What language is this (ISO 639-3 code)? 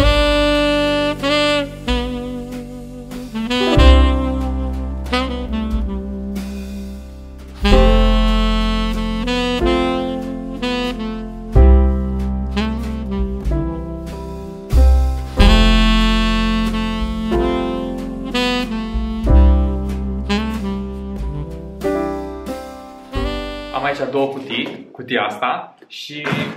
ron